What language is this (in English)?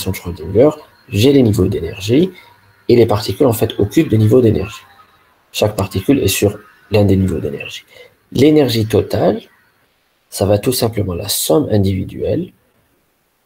French